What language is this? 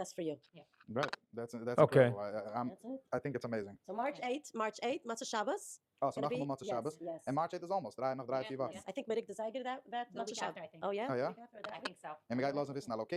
Yiddish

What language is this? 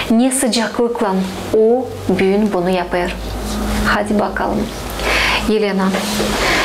Gagauz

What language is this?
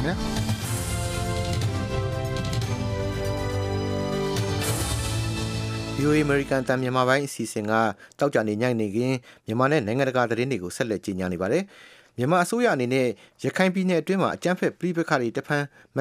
Burmese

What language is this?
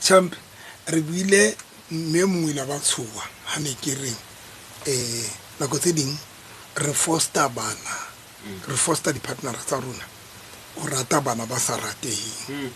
Southern Sotho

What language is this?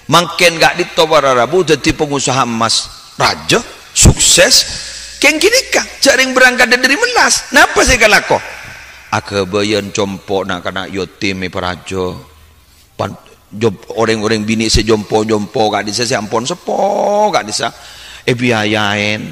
Madurese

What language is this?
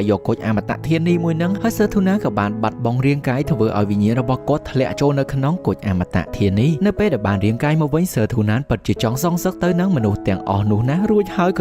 Khmer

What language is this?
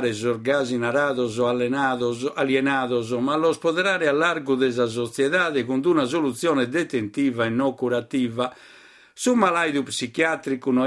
Sardinian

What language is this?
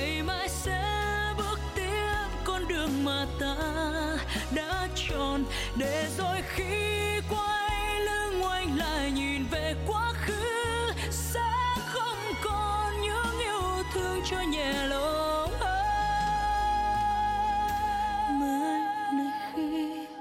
Vietnamese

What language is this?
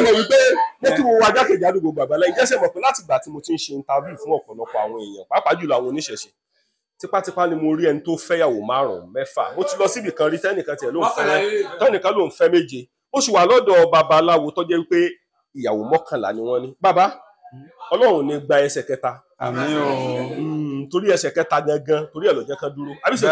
Yoruba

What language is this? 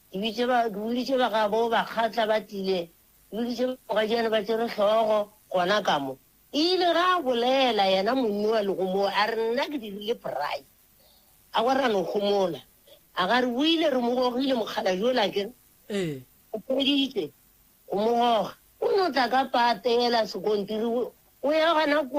Northern Sotho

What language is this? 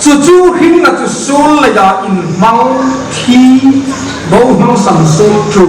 Hmar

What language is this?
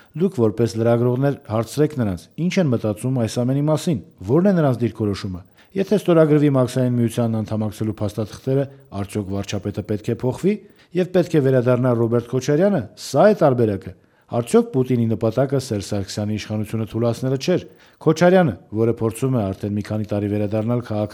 Armenian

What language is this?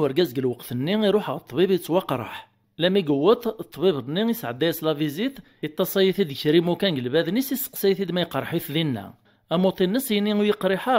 Kabyle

